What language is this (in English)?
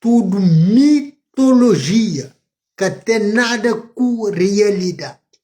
Kabuverdianu